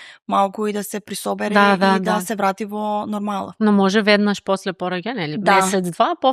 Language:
Macedonian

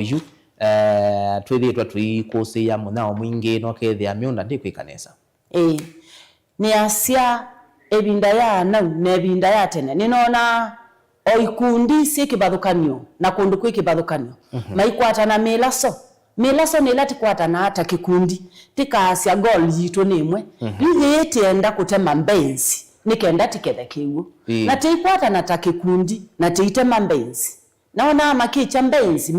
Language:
Kamba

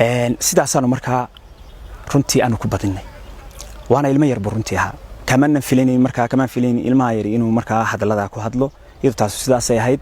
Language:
Somali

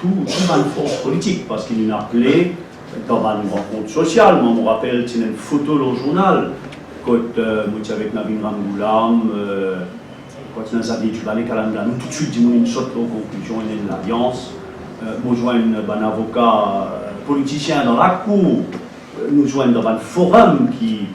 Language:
Morisyen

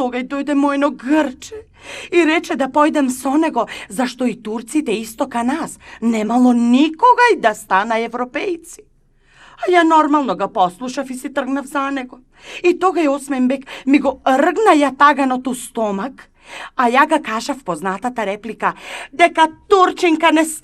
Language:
Macedonian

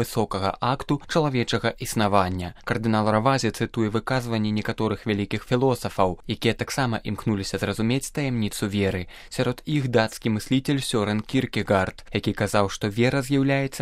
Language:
Belarusian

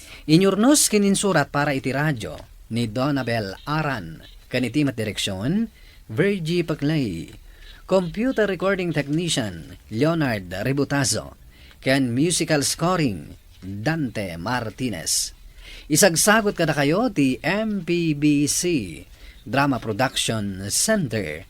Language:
Iloko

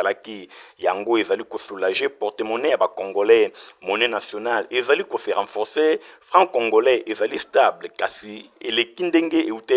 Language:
Lingala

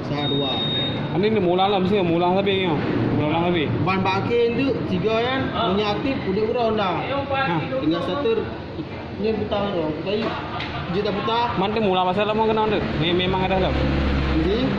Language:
Achinese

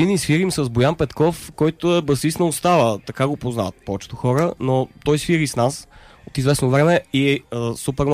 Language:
Bulgarian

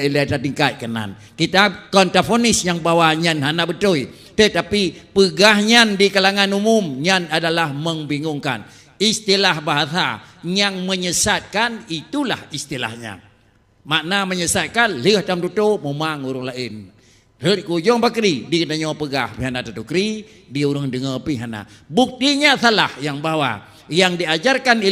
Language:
Achinese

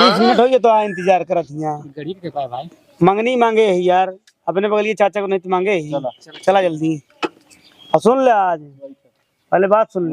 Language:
Awadhi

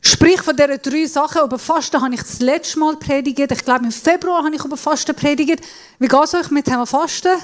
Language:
Swiss German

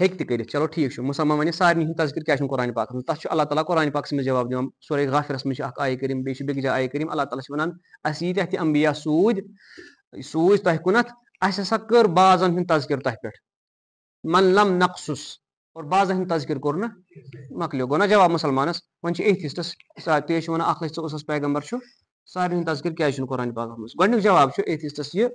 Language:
Kashmiri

